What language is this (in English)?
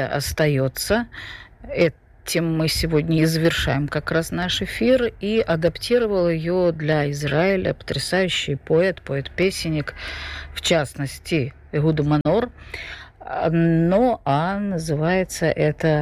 Russian